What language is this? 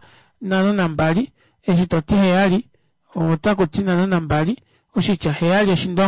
Kuanyama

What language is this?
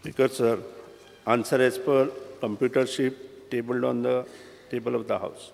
Konkani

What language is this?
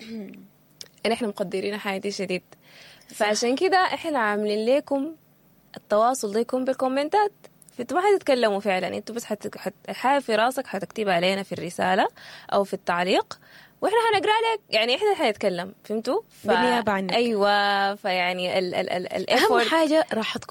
Sudanese Arabic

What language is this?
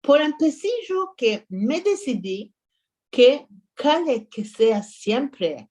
Ladino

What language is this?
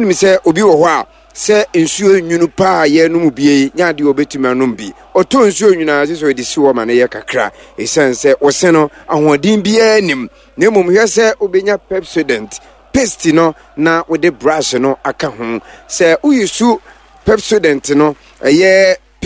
Akan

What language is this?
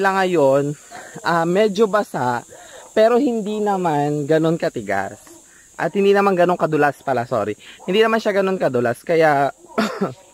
Filipino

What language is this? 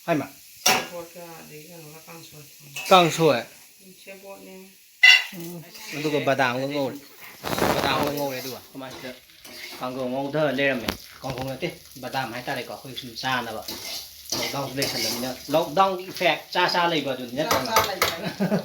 Manipuri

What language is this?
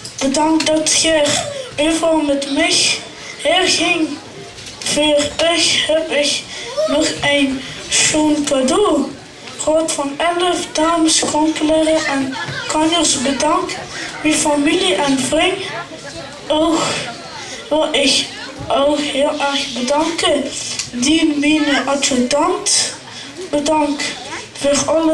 Limburgish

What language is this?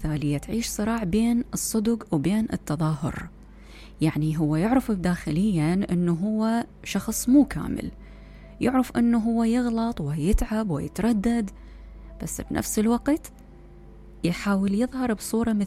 Mesopotamian Arabic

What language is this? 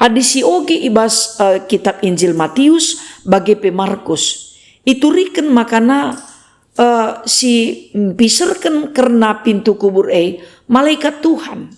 Batak Karo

